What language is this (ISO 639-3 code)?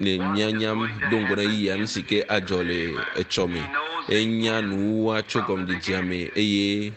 ewe